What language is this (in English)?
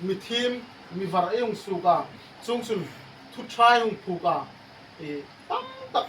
Hmar